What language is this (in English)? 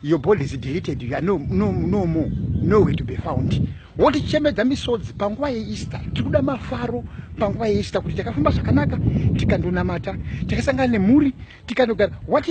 Shona